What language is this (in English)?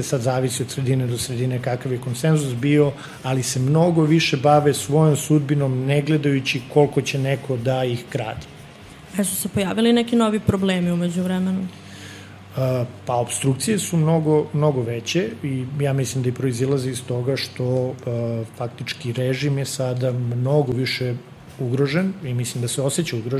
Serbian